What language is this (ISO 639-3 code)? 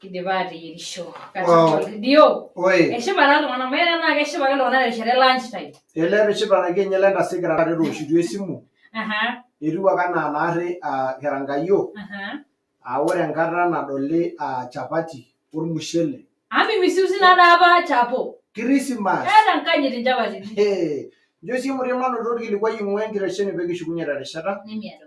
mas